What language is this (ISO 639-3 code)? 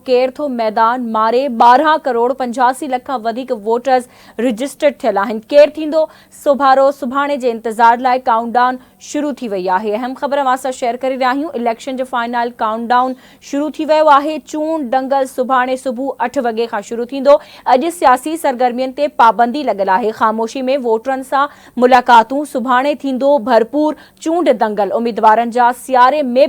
snd